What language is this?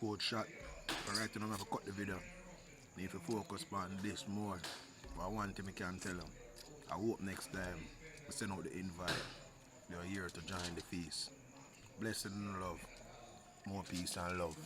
Jamaican Creole English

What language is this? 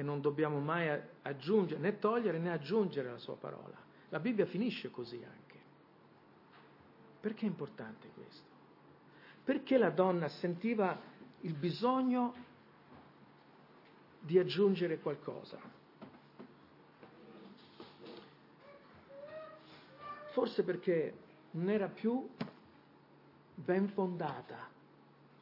Italian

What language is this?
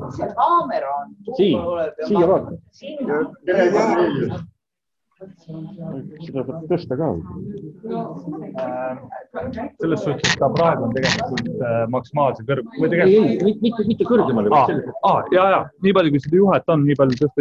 Estonian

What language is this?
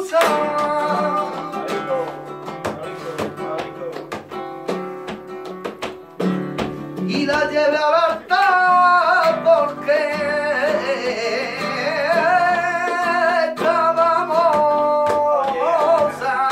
Spanish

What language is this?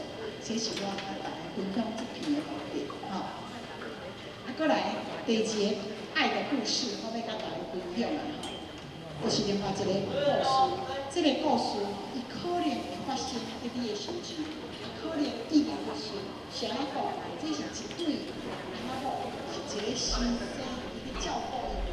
Min Nan Chinese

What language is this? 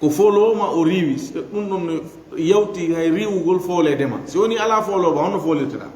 Fula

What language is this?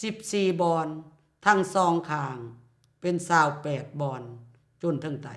Lao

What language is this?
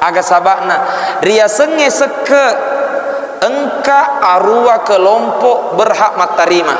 Buginese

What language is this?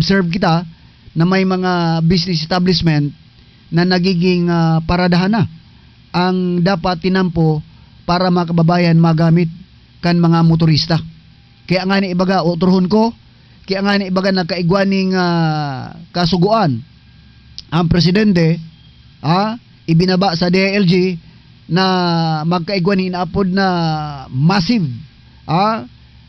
Bikol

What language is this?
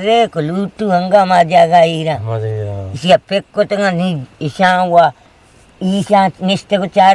Eastern Balochi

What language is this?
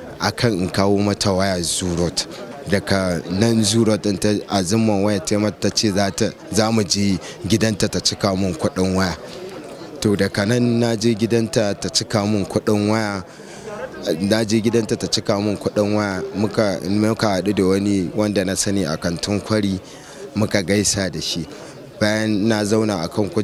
Hausa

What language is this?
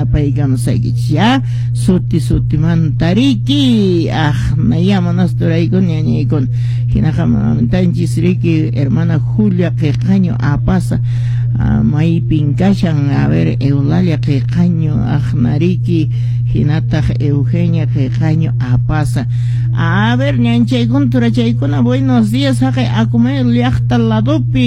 Quechua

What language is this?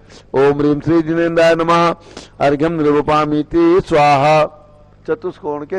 Hindi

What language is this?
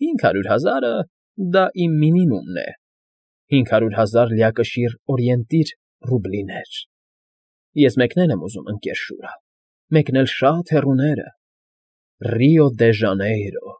Armenian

